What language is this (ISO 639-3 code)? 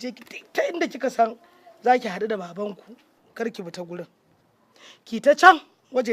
hau